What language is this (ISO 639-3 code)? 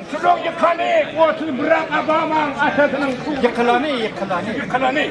tuk